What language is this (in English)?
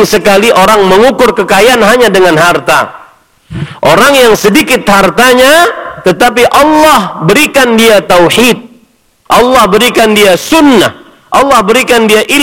Indonesian